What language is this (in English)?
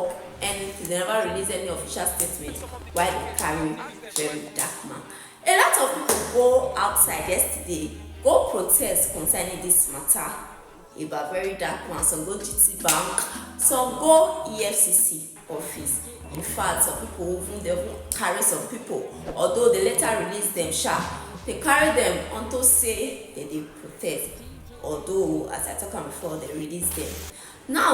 Nigerian Pidgin